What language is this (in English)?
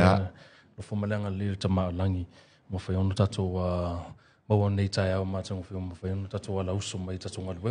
Samoan